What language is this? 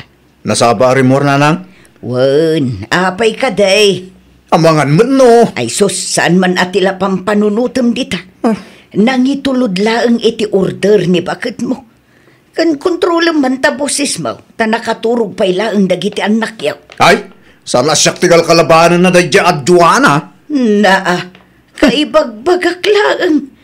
Iloko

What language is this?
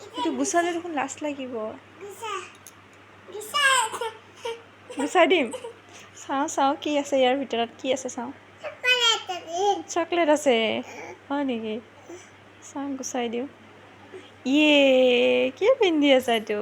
Assamese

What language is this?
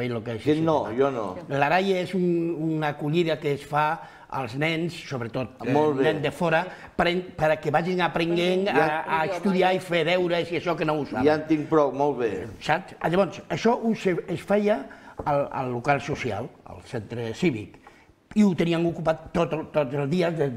Catalan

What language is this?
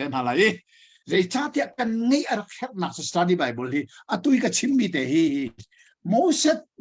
Hakha Chin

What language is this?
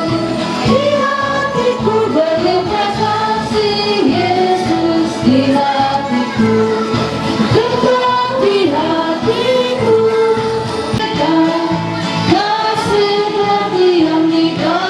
Ma'anyan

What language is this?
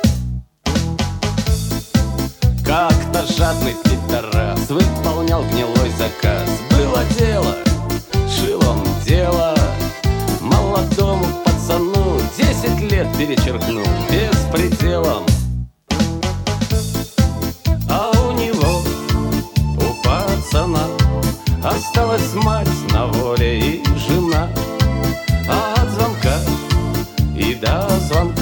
Russian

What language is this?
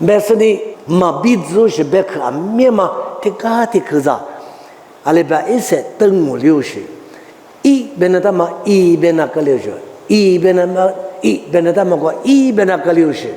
Lisu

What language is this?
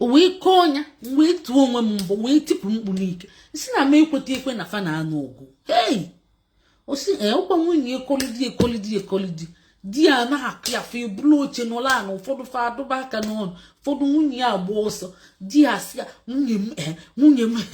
Igbo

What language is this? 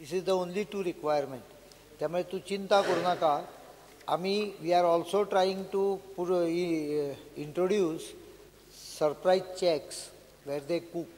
Konkani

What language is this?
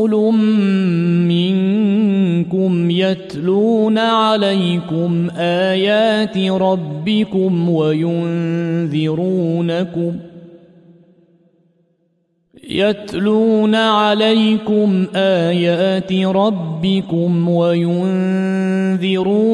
Arabic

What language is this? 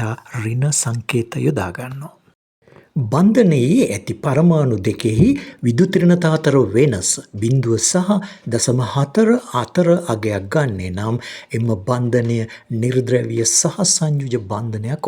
Sinhala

